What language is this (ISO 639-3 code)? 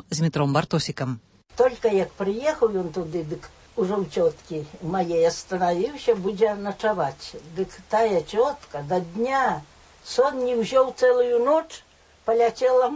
bel